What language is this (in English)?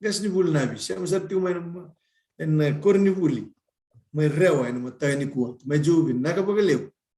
Fijian